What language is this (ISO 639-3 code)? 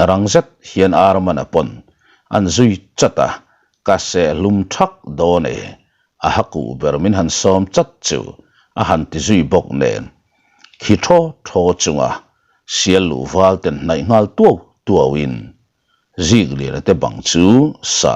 lus